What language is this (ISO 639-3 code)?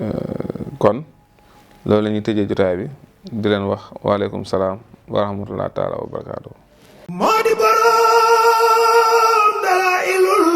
wol